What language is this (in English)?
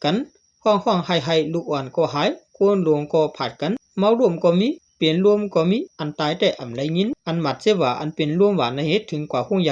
Shan